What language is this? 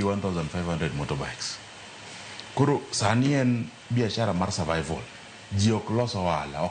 Luo (Kenya and Tanzania)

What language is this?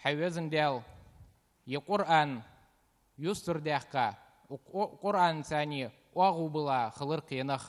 Ingush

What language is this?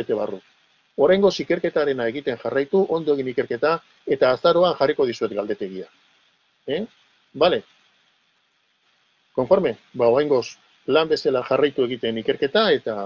Basque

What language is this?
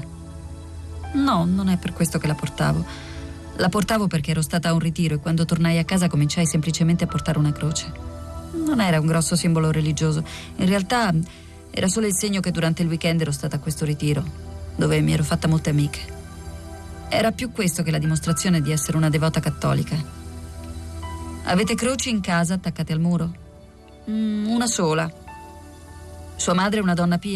Italian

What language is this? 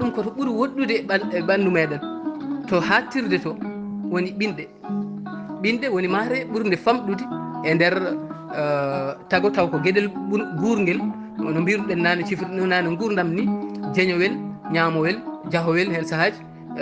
Fula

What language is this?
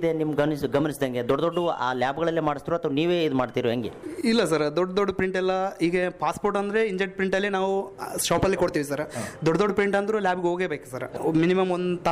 Kannada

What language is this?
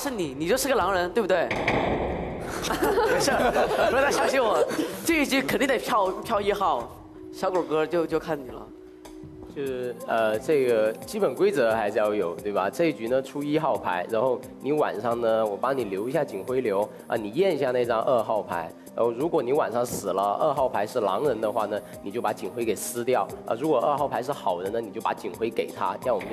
Chinese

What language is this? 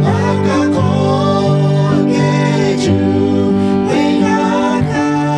Lahu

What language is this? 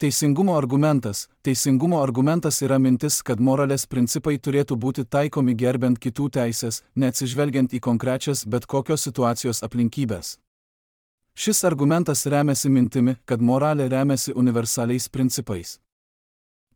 Lithuanian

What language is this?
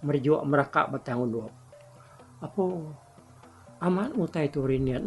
Iban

